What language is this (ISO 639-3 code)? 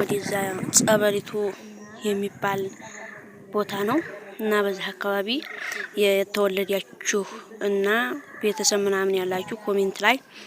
amh